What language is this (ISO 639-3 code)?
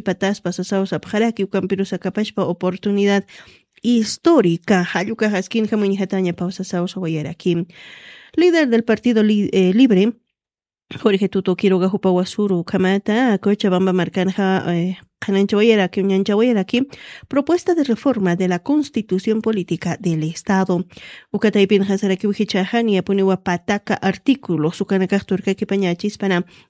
aym